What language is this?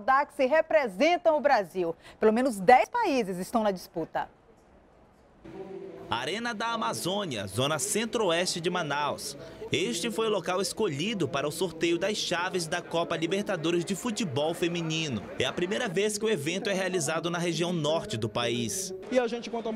Portuguese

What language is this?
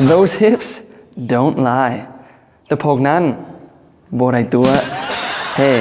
Lao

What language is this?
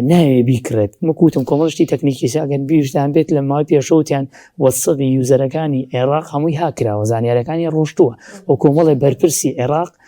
Central Kurdish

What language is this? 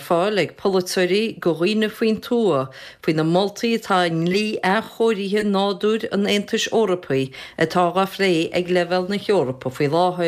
Irish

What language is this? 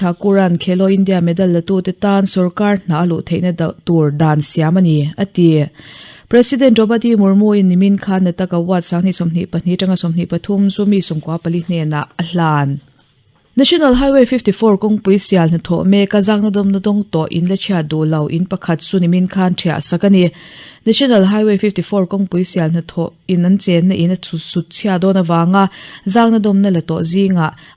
Mizo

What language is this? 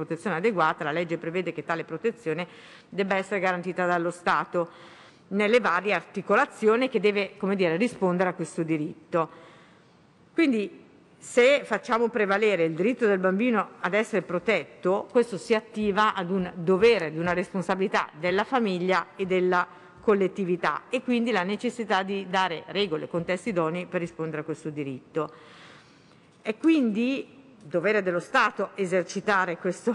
Italian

